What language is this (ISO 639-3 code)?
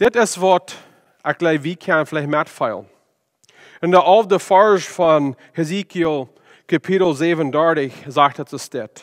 pdt